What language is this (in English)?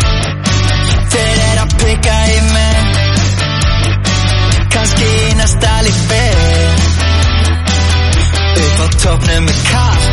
Icelandic